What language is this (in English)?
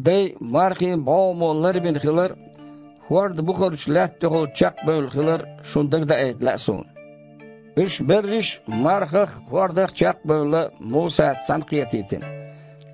Chechen